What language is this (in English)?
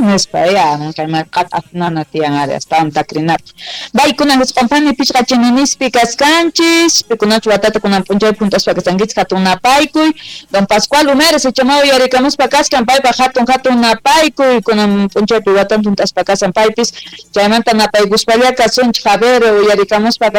South Bolivian Quechua